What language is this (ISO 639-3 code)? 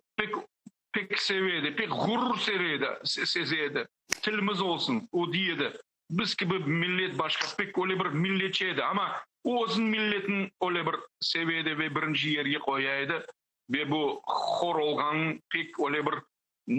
crh